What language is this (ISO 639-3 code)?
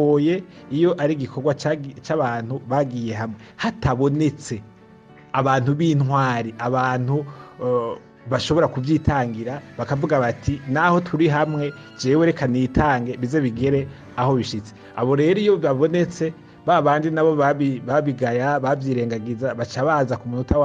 run